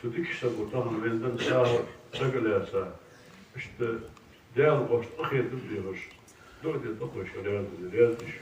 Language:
Ingush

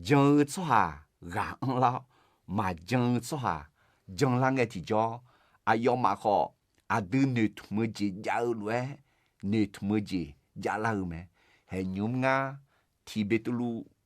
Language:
Akha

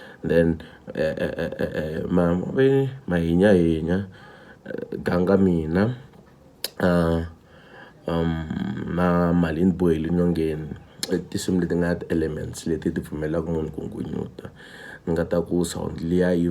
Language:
Tsonga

